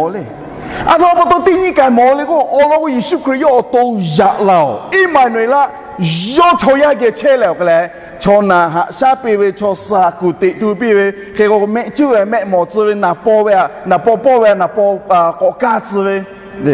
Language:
Lahu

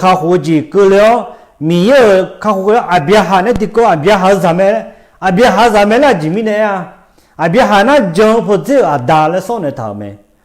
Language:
Akha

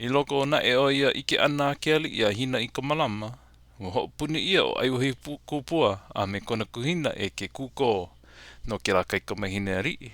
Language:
Hawaiian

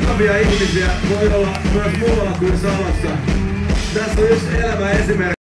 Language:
Finnish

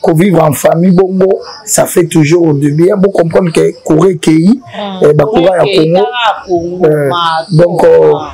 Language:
Lingala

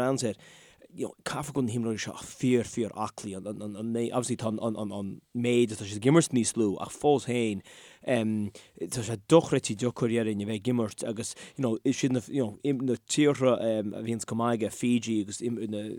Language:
Irish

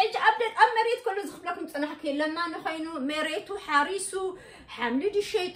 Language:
Tigrinya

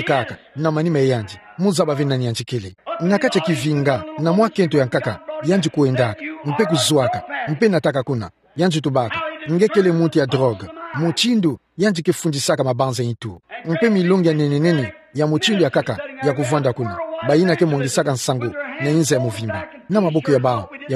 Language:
Kituba (Democratic Republic of Congo)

